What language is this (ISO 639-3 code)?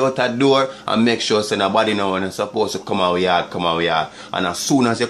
jam